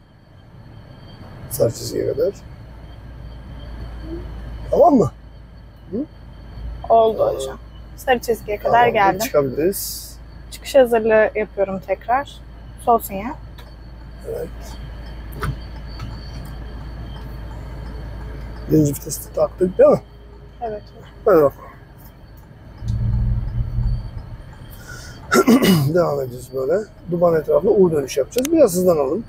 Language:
Turkish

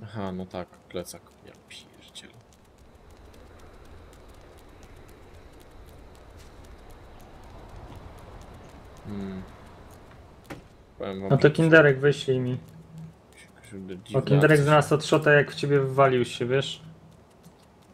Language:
Polish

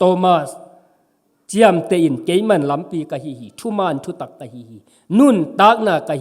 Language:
Tedim Chin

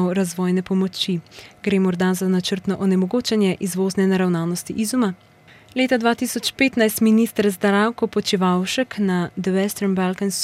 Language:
Slovenian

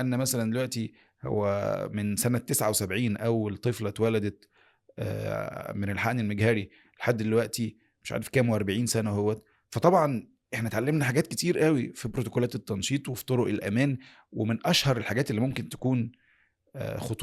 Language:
Egyptian Arabic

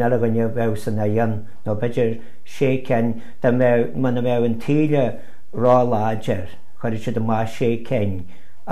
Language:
Irish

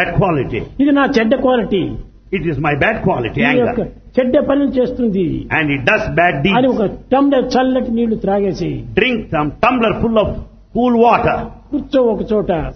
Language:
Telugu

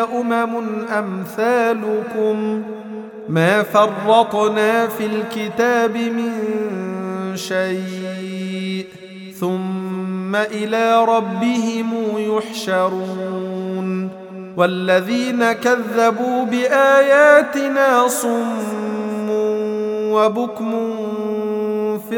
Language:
Arabic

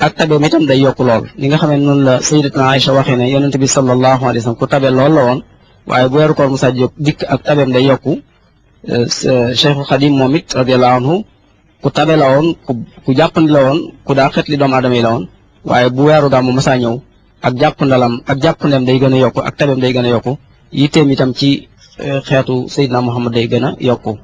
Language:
Wolof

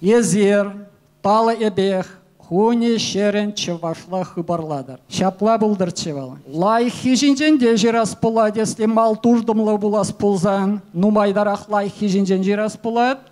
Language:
Chuvash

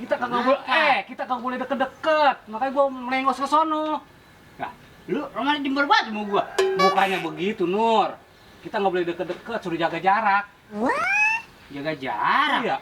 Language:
Betawi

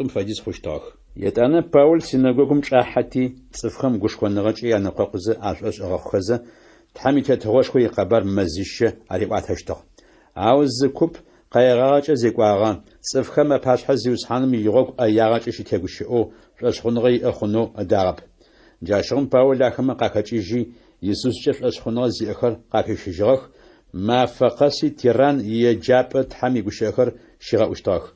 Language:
Adyghe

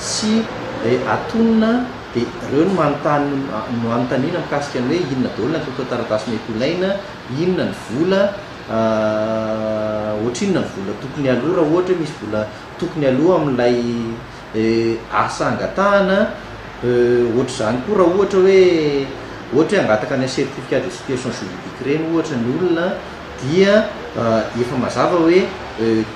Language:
Malagasy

